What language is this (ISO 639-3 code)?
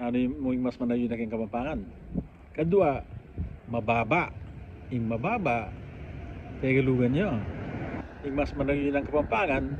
pam